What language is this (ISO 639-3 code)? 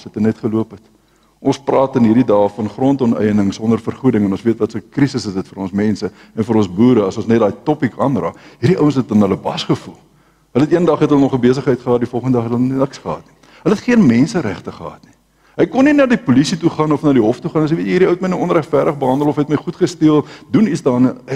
afr